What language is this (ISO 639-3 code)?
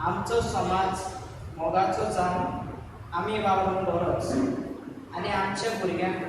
kok